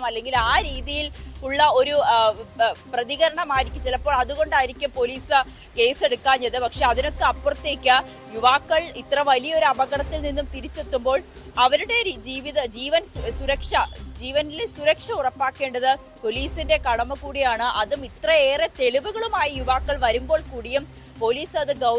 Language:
Malayalam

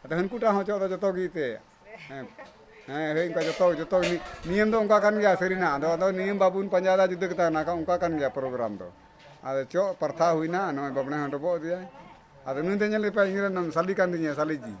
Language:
Santali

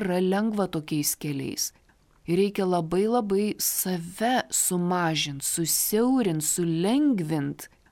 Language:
Lithuanian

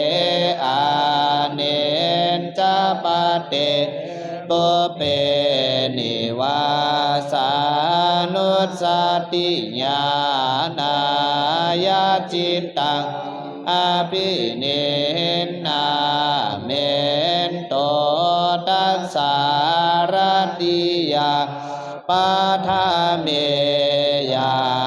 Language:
Pali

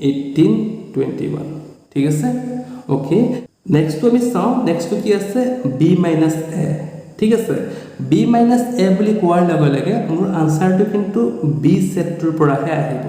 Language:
Assamese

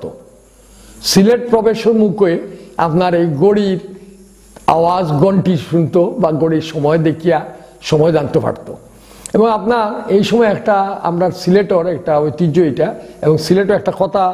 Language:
Sylheti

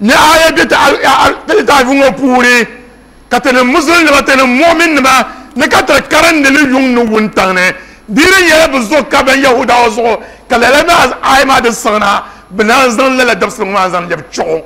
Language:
Dagbani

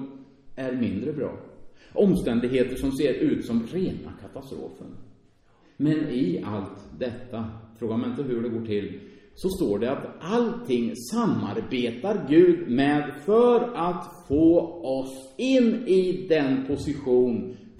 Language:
Swedish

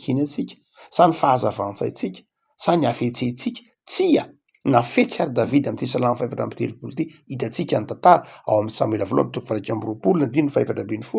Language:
Malagasy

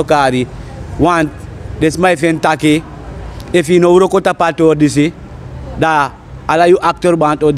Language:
Sranan Tongo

